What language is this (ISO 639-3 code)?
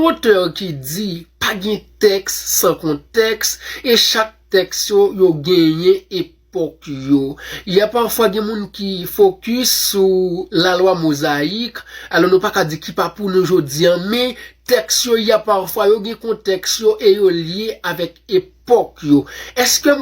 hat